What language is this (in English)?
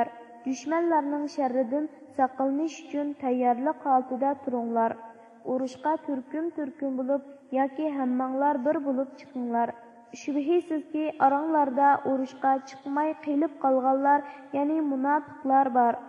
Uyghur